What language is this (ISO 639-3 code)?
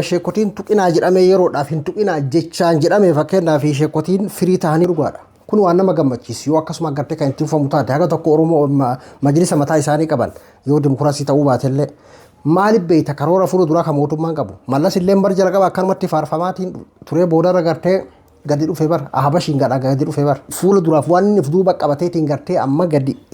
orm